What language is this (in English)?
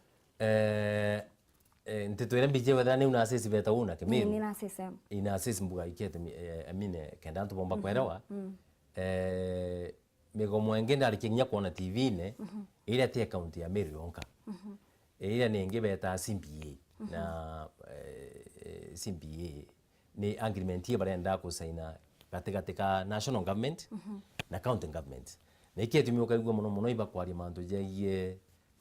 Meru